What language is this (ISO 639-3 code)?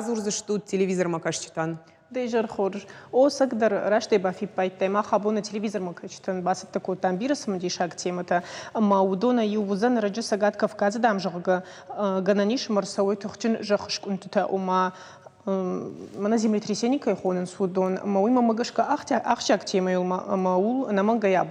oss